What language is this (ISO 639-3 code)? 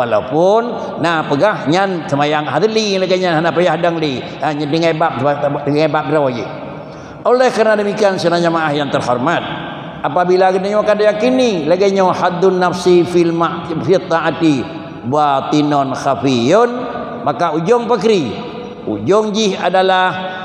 ace